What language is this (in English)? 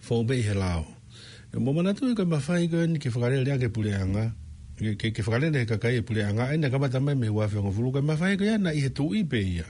Tongan